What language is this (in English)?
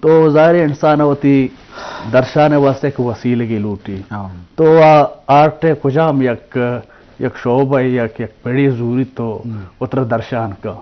Eastern Balochi